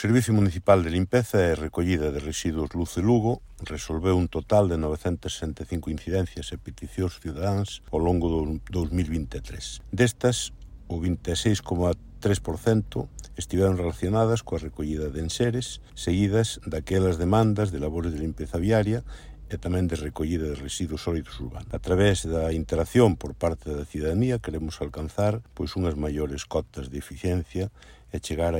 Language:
Galician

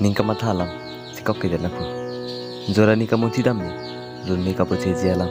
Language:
Karbi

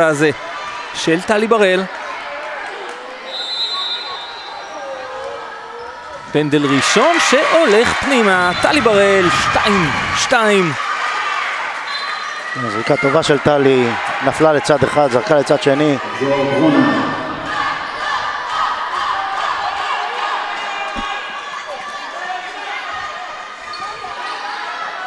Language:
Hebrew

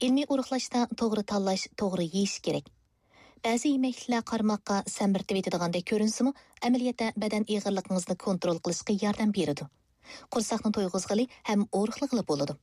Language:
Uyghur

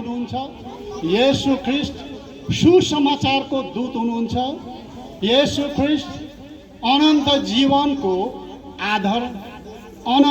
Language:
Nepali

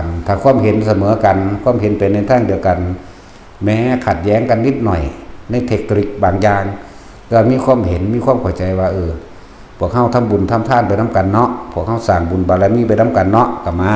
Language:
Northeastern Thai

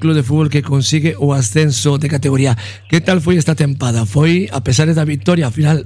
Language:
Galician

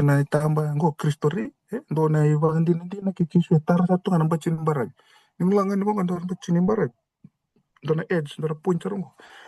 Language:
Fijian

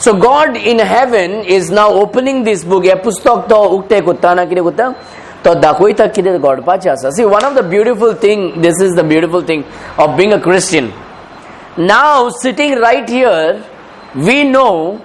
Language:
Konkani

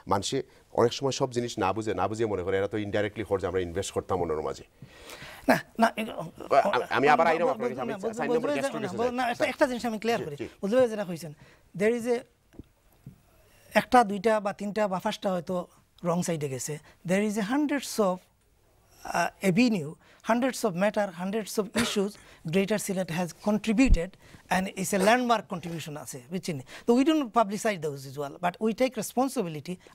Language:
Bangla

